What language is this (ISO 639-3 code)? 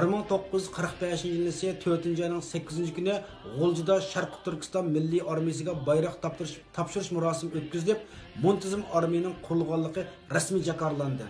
uig